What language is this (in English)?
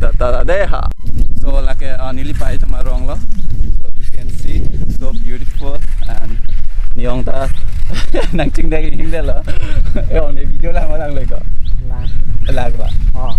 Karbi